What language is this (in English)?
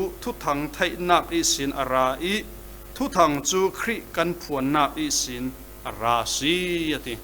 Falam Chin